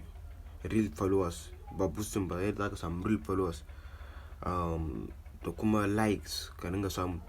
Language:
Hausa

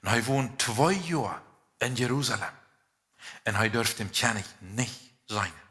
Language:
Plautdietsch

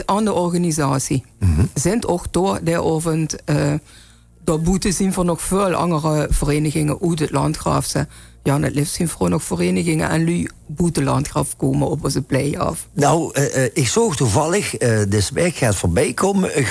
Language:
Limburgish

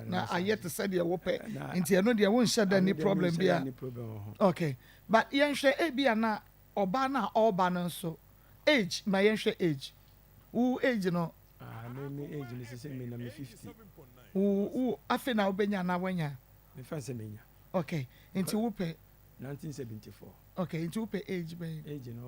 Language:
Akan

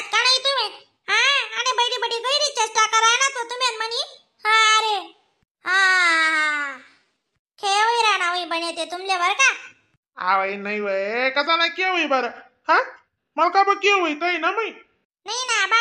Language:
Khandesi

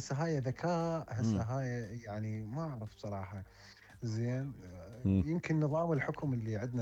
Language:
Mesopotamian Arabic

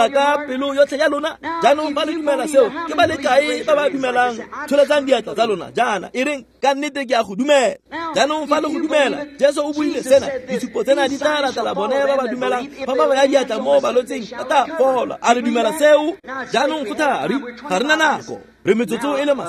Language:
Tswana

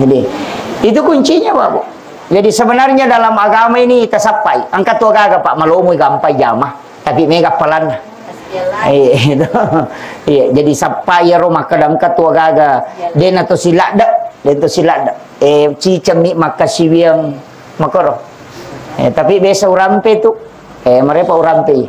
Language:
Buginese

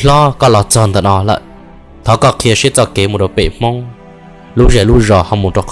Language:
Hmong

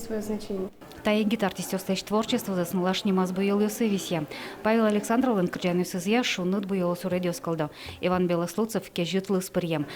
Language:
Udmurt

